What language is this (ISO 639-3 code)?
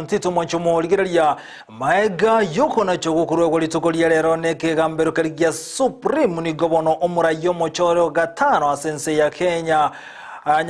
guz